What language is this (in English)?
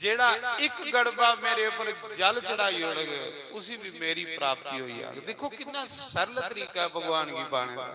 Dogri